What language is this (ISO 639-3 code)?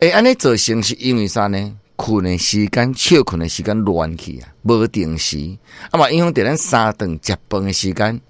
nan